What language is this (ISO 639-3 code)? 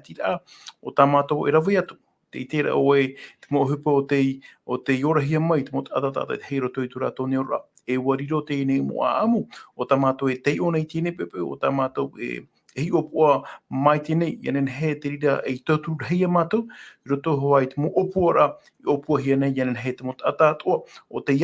tah